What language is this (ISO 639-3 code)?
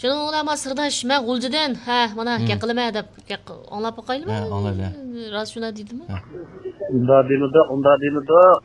uig